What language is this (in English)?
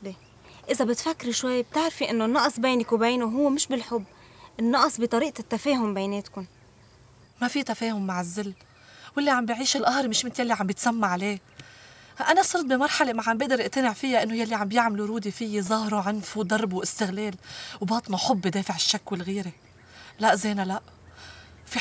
North Levantine Arabic